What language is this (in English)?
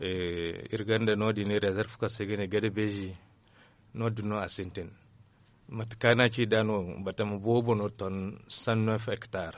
Zarma